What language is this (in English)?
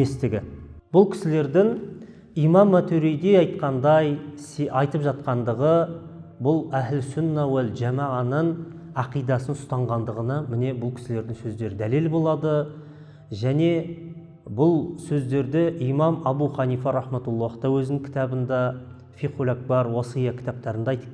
Kazakh